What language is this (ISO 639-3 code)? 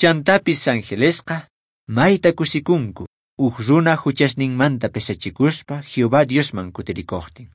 que